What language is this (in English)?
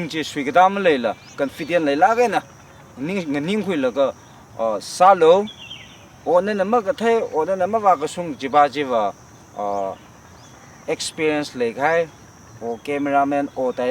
Tangkhul Naga (India)